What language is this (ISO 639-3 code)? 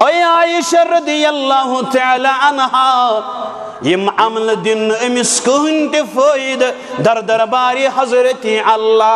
kas